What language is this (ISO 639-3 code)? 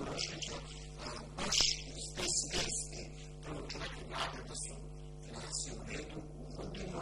srp